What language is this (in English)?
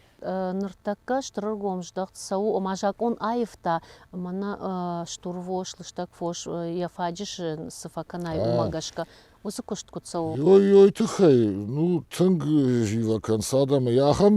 Ossetic